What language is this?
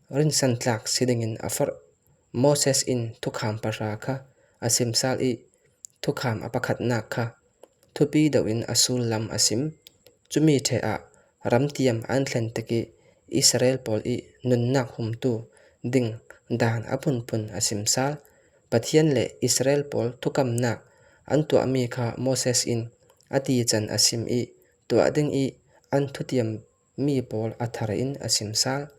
Falam Chin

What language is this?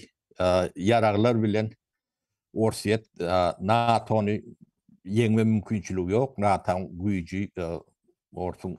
Turkmen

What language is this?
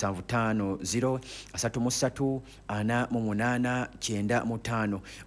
Ganda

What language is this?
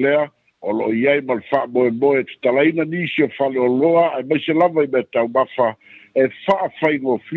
Samoan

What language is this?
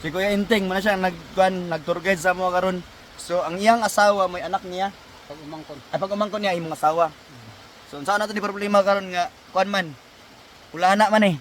Cebuano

